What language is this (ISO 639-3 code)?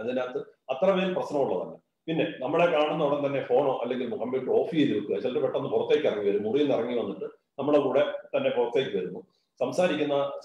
mal